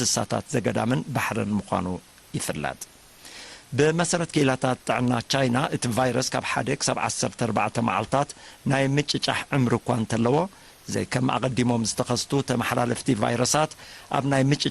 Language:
Tigrinya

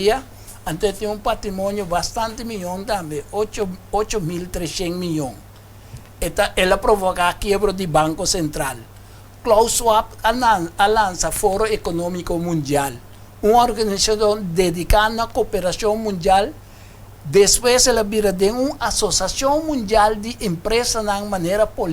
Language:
Papiamento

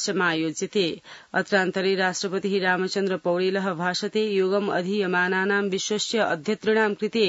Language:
Sanskrit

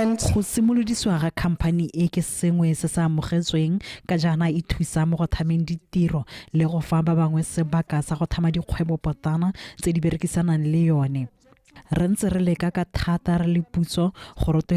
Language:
Tswana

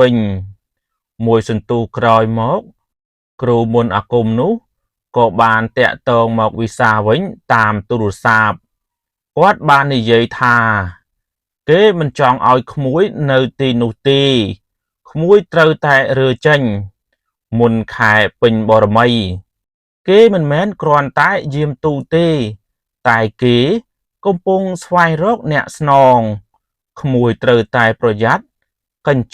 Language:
Khmer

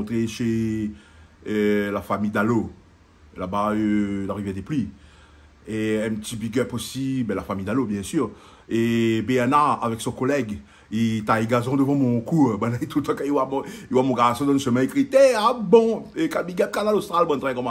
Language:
Réunion Creole French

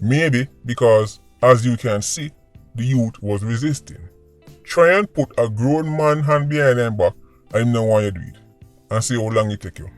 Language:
Jamaican Creole English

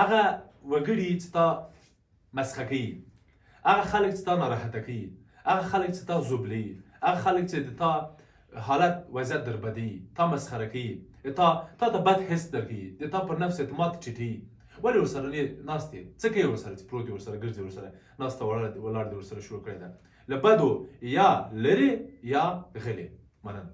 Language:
Pashto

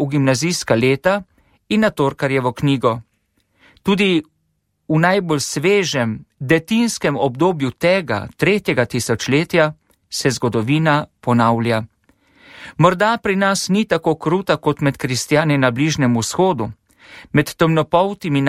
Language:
Slovenian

